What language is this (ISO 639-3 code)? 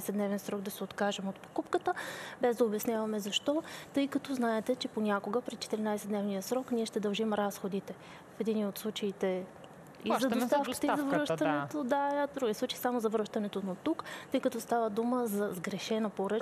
bul